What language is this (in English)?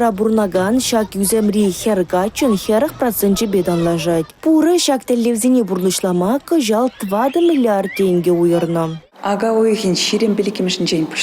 Chuvash